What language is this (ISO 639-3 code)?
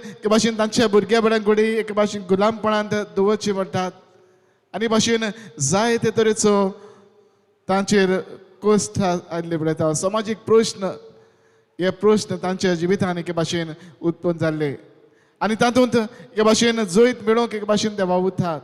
kok